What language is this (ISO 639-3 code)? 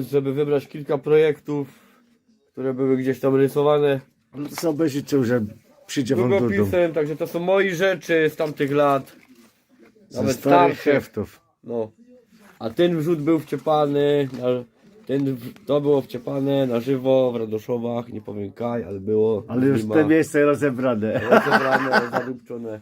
szl